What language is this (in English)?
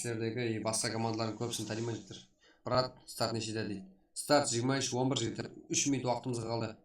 Kara-Kalpak